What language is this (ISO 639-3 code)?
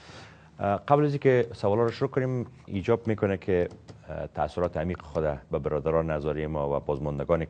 fas